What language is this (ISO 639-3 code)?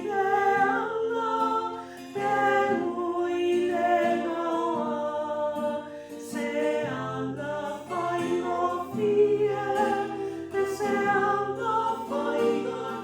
smo